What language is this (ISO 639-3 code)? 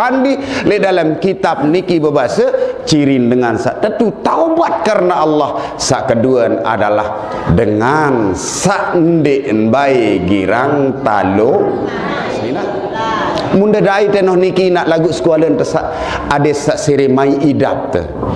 sas